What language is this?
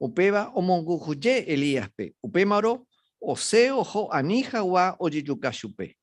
Guarani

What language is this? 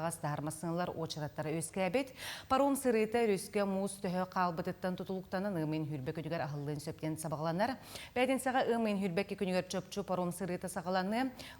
Yakut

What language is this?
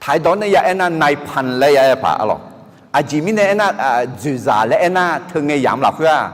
Akha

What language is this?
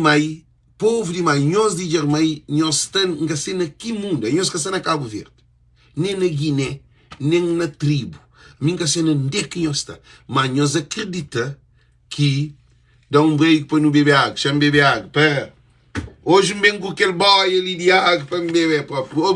Kabuverdianu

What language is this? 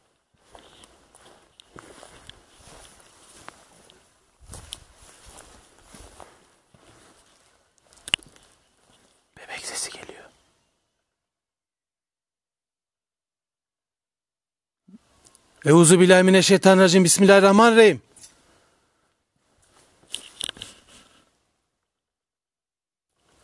Turkish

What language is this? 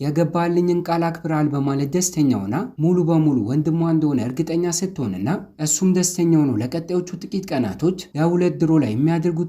Amharic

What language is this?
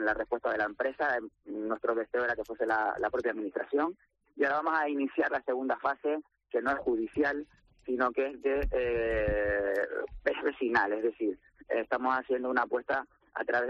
Spanish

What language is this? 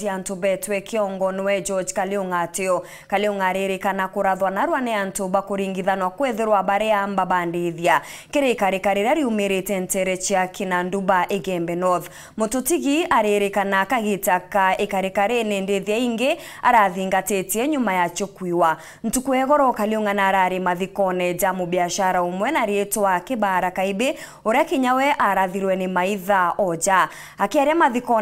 Meru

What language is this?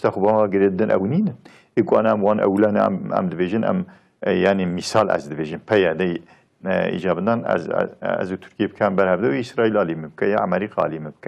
Kurdish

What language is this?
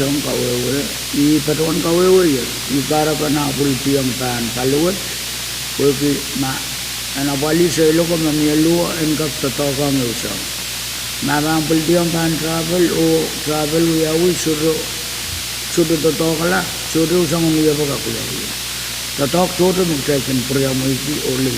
Pohnpeian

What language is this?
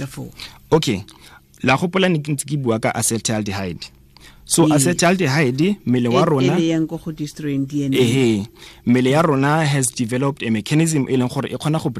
Tswana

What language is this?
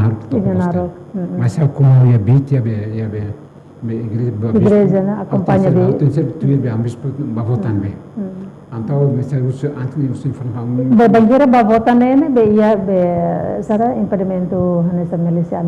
Tetum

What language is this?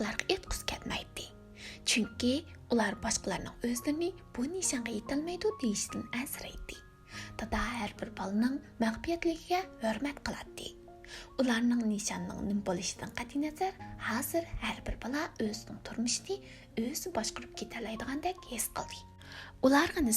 Uyghur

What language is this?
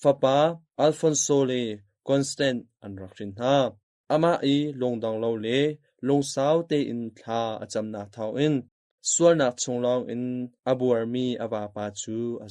Hakha Chin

